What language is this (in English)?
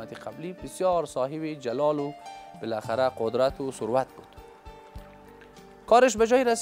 Persian